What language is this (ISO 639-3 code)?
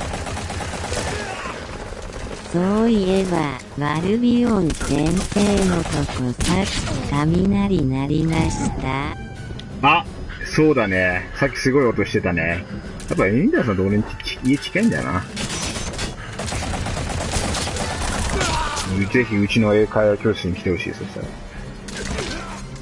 jpn